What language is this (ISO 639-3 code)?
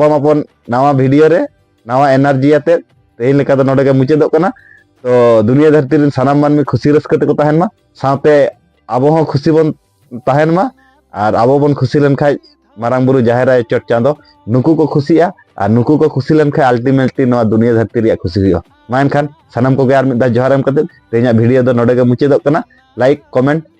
sat